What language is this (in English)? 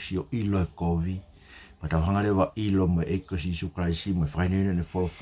Tongan